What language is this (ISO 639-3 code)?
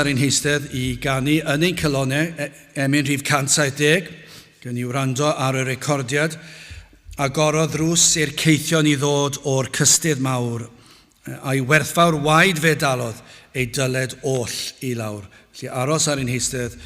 cym